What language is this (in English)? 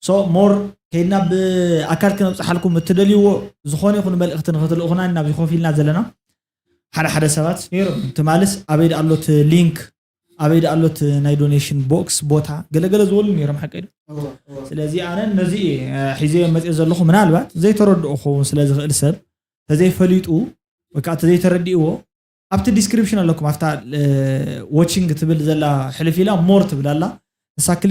Tigrinya